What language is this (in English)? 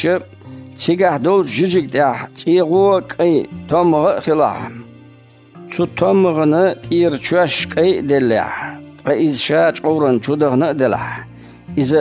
Chechen